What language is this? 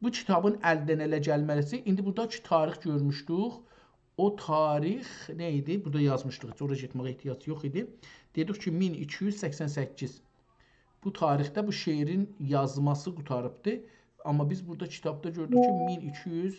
South Azerbaijani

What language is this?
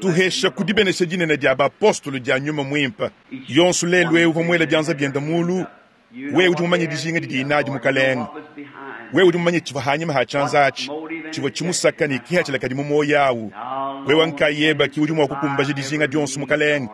Luba-Lulua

